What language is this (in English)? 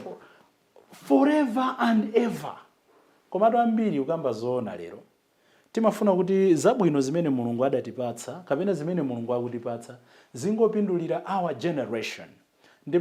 Nyanja